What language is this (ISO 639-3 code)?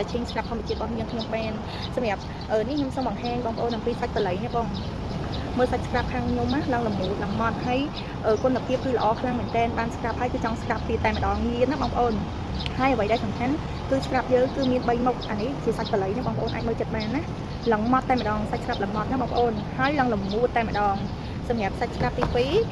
khm